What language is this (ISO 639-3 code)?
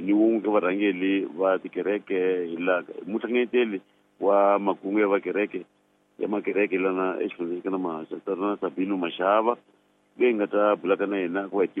tso